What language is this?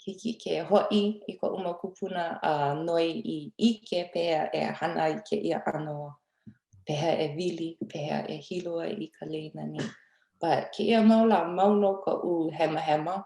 Hawaiian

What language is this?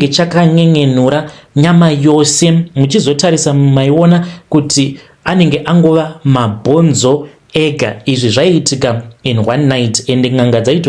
Shona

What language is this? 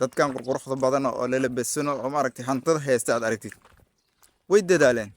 Somali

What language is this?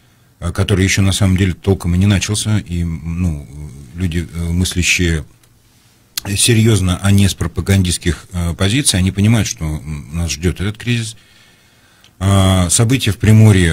Russian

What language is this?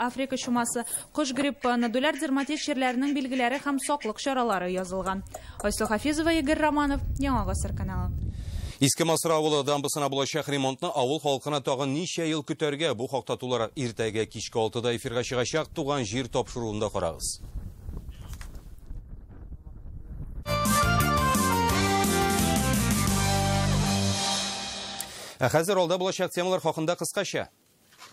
Tatar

